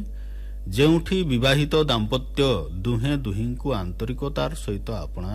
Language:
Odia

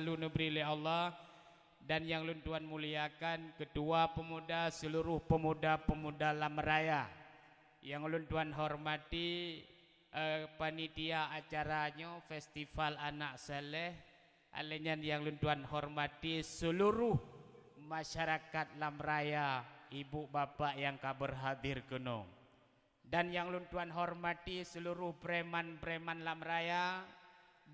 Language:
Achinese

